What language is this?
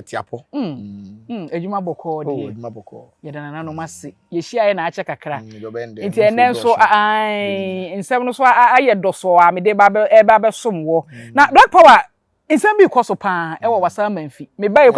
Akan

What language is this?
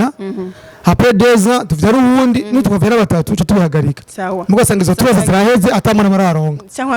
Rundi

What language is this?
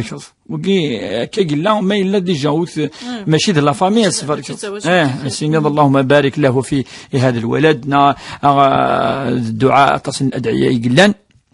Kabyle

